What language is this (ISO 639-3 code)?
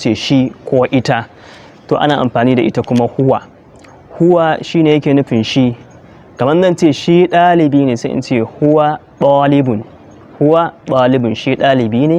hau